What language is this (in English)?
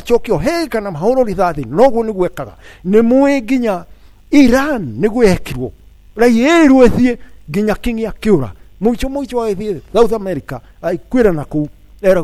Kikuyu